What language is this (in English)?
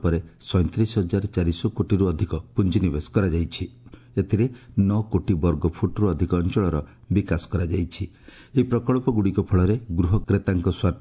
Odia